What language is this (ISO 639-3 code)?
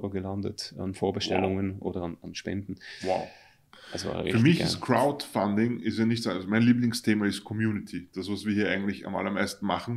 deu